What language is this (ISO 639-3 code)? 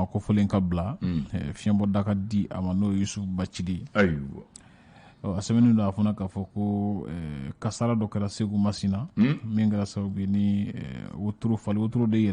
bam